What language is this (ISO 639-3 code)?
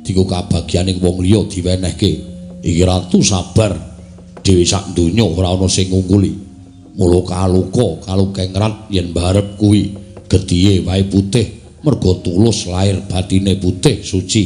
jav